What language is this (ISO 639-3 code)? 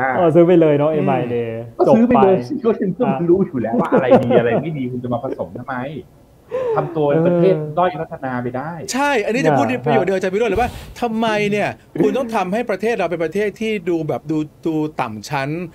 tha